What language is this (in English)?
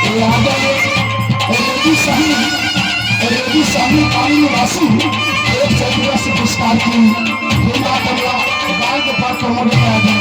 Maithili